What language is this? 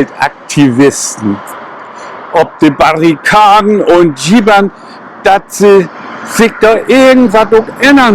Low German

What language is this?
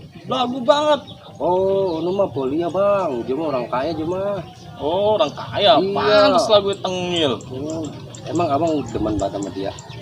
Betawi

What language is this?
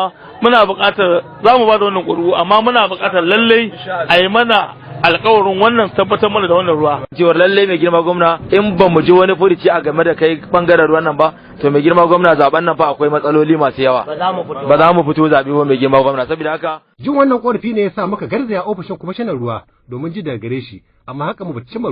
Hausa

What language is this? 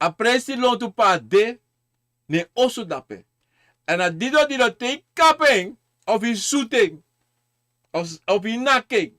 Sranan Tongo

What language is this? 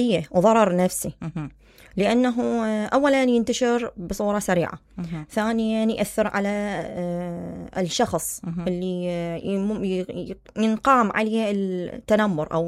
Mesopotamian Arabic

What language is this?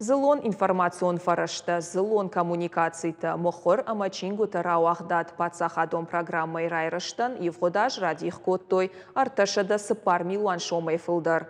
Ossetic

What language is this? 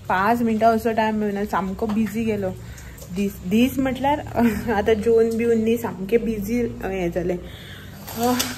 Konkani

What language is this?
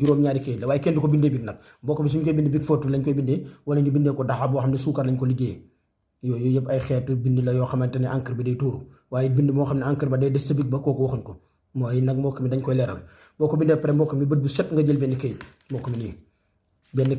Wolof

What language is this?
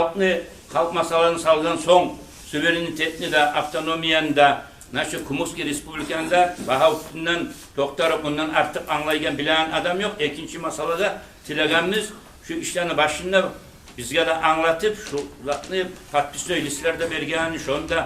Kumyk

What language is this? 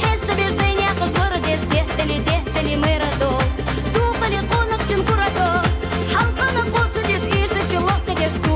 Ingush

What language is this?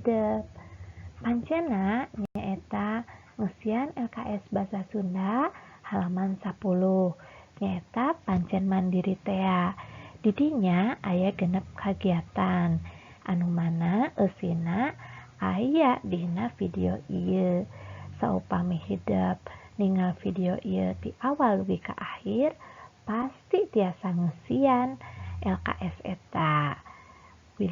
Sundanese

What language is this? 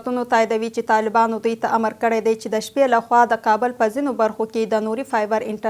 Pashto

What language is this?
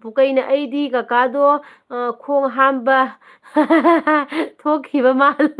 Manipuri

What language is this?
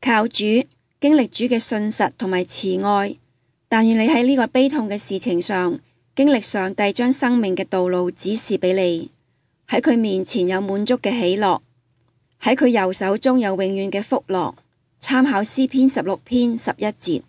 Cantonese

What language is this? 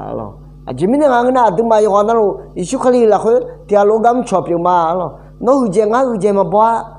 Akha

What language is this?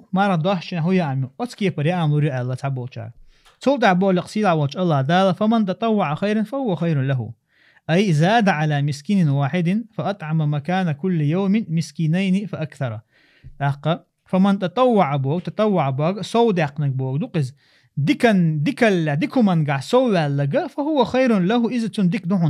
Chechen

